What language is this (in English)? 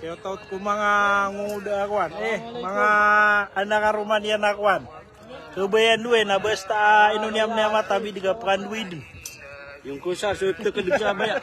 Maranao